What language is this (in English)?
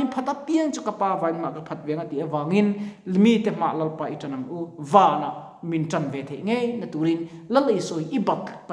Mizo